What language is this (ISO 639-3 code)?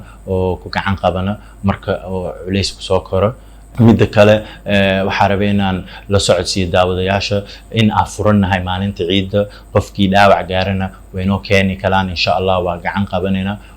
som